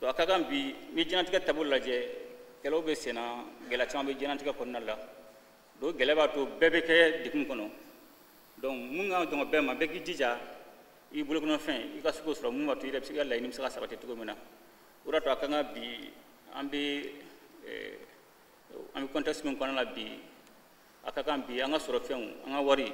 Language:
Bambara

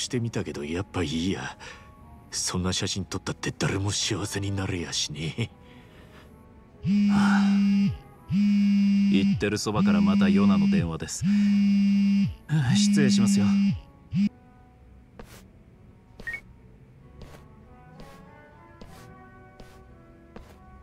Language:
Japanese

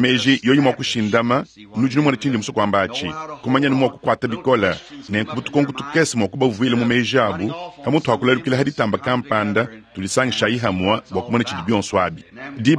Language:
Luba-Lulua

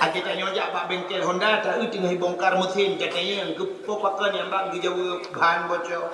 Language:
Achinese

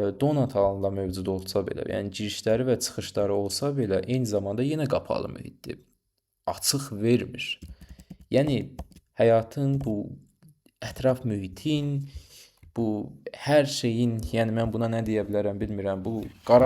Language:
Azerbaijani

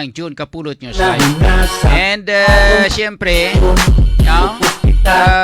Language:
Hiligaynon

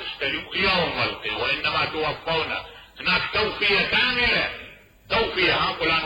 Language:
Mesopotamian Arabic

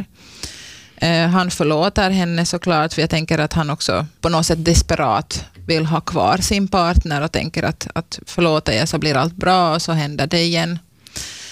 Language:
Swedish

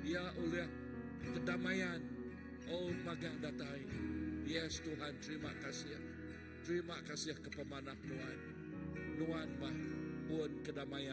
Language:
Iban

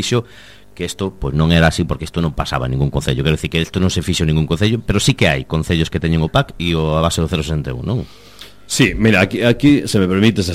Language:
Galician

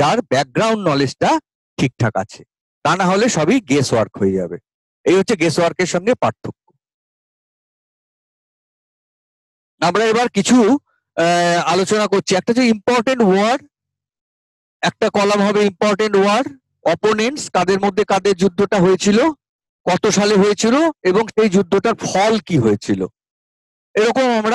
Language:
Bangla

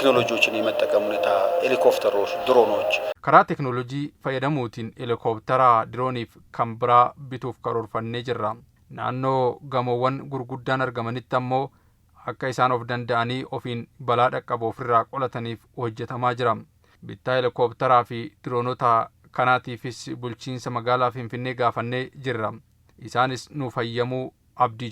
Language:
Oromo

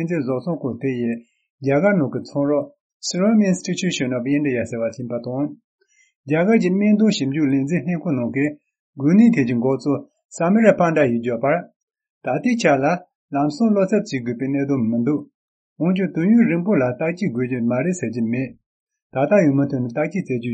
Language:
Tibetan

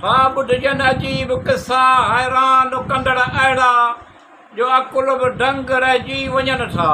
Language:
Sindhi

